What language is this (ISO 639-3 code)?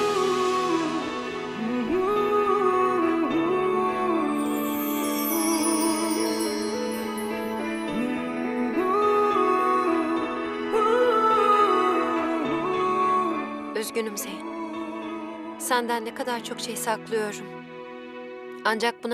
tur